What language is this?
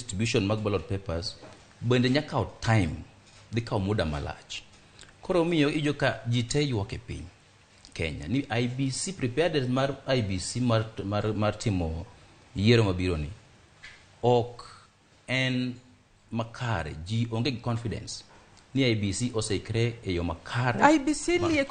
Luo (Kenya and Tanzania)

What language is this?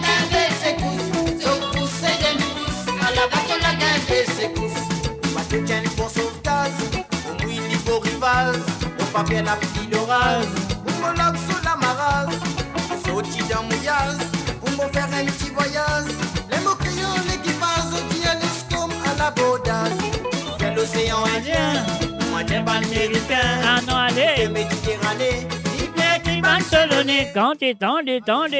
Morisyen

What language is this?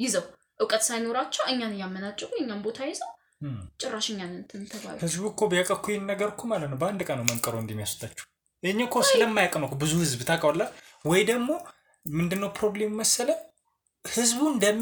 Amharic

